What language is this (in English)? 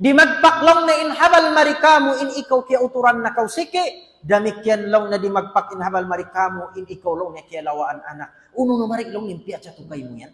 Tausug